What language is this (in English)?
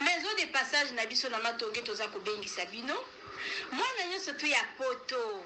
Lingala